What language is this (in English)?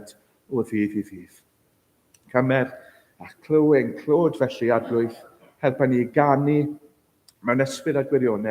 Welsh